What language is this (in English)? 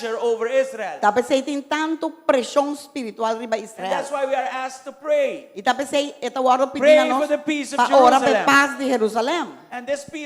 Papiamento